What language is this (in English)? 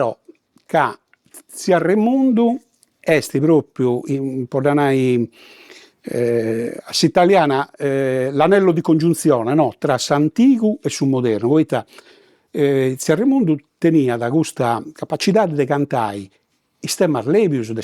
Sardinian